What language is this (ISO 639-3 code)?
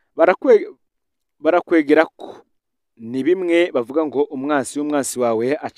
run